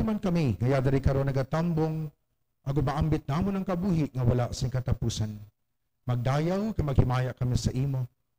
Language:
Hiligaynon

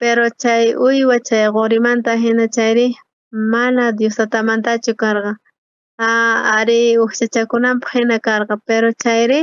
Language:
South Bolivian Quechua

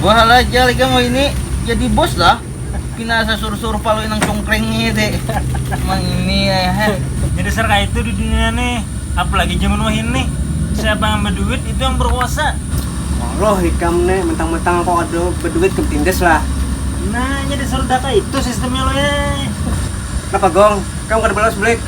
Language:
Banjar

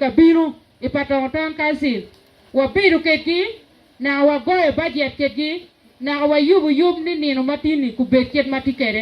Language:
Acoli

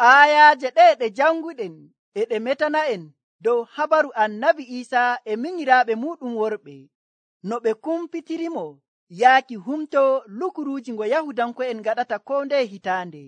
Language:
Nigerian Fulfulde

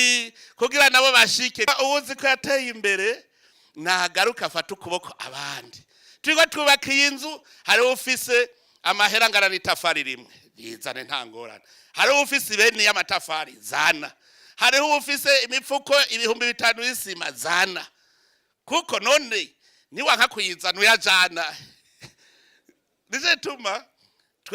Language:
Rundi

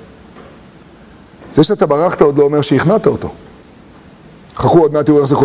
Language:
Hebrew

